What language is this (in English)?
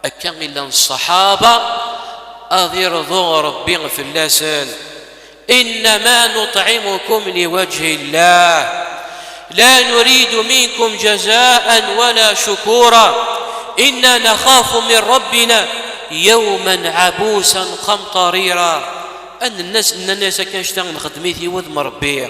Kabyle